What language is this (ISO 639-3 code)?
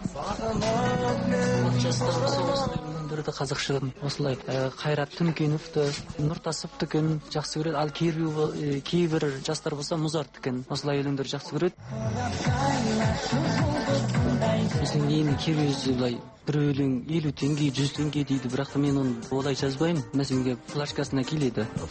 kaz